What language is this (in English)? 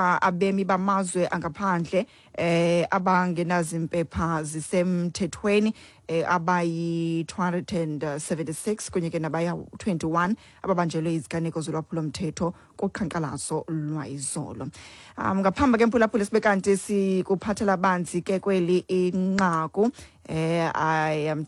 Xhosa